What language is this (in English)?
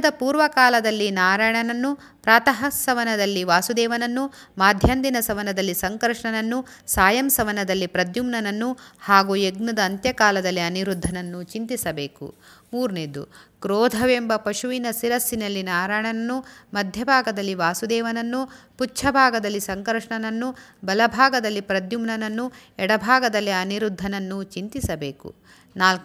Kannada